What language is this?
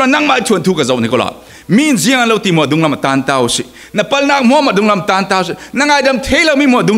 Falam Chin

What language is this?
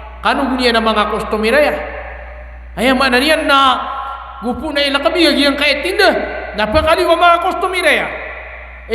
Maranao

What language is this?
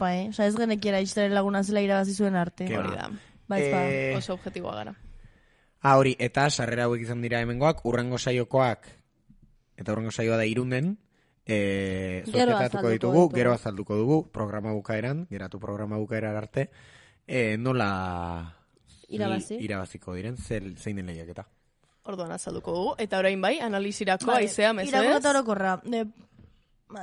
Basque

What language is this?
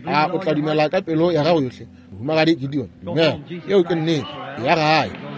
Northern Sotho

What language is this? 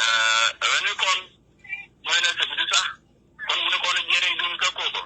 Nuer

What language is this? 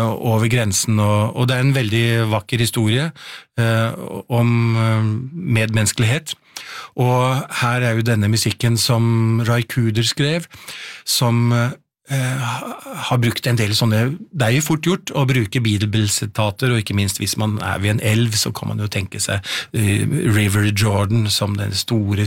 Norwegian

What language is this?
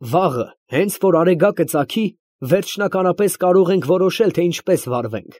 Armenian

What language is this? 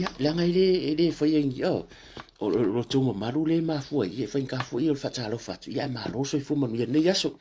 Samoan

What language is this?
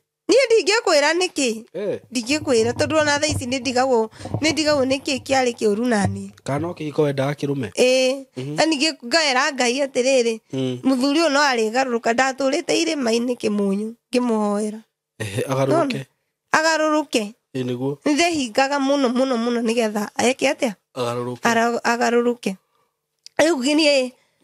Kikuyu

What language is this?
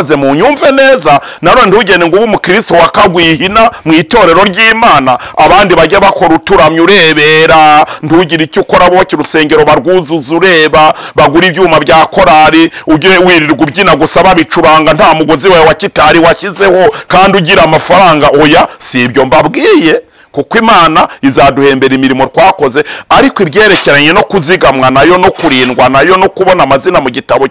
Kinyarwanda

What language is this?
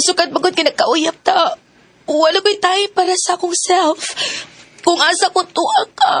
Cebuano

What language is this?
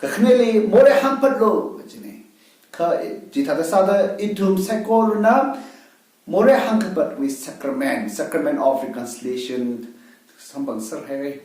Tangkhul Naga (India)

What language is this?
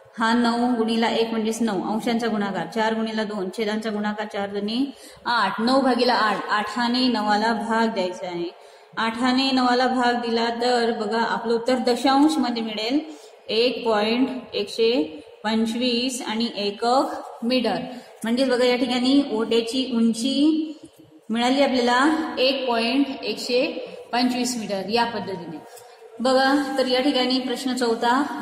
Marathi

